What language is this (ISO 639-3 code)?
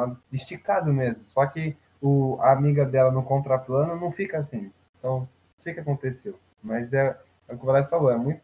por